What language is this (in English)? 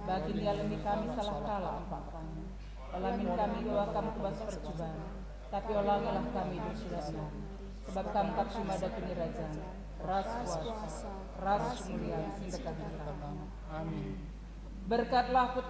Batak Karo